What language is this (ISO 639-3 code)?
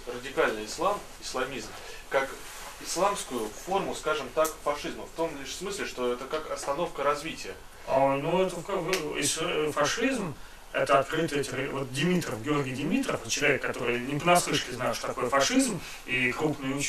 rus